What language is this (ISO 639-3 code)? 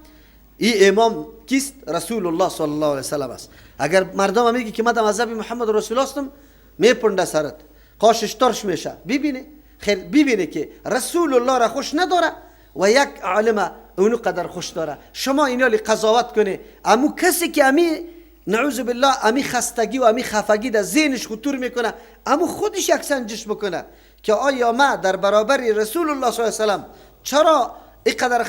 fas